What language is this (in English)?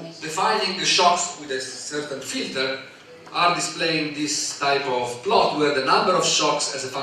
English